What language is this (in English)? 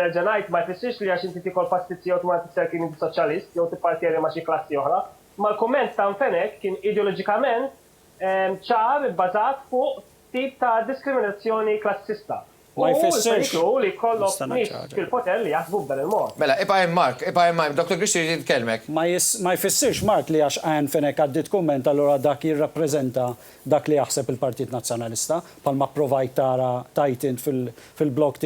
Maltese